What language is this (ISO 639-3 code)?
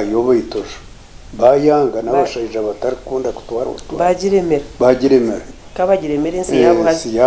nyn